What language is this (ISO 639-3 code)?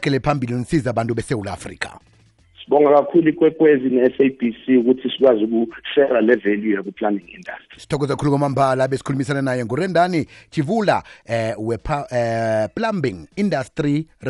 nbl